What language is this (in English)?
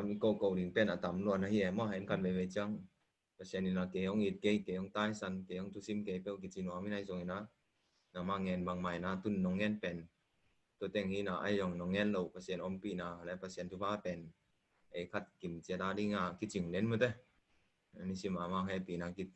Tedim Chin